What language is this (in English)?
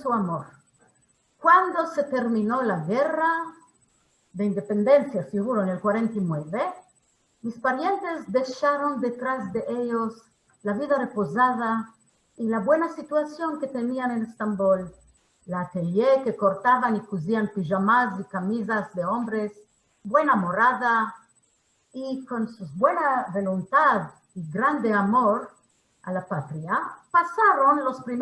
Ladino